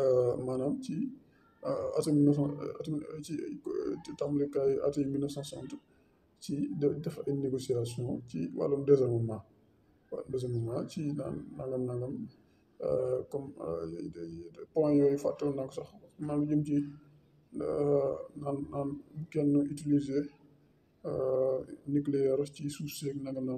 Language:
Wolof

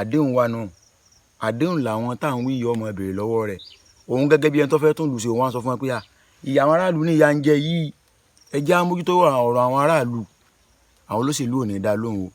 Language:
Yoruba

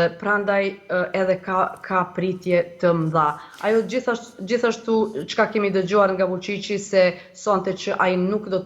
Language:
Albanian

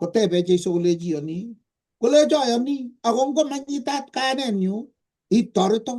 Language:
Kalenjin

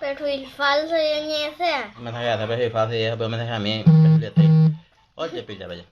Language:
Guarani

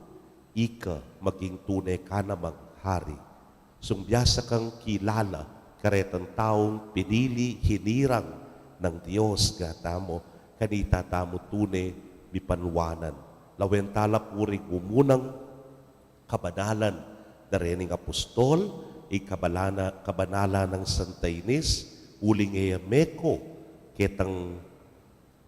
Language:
Pampanga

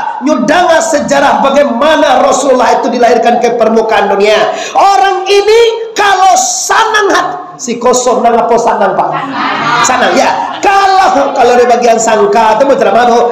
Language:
Minangkabau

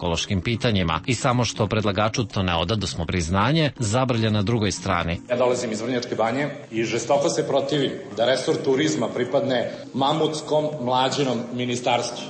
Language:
Serbian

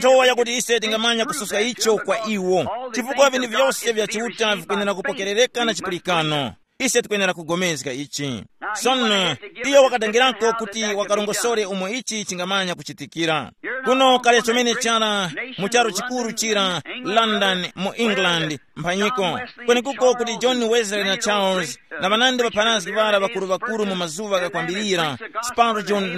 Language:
Tumbuka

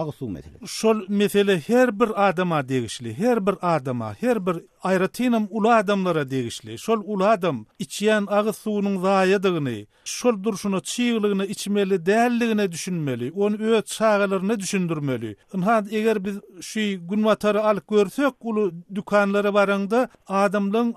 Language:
Turkmen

